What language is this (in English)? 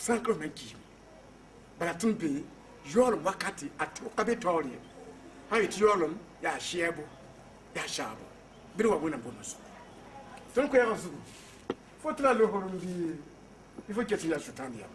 Mossi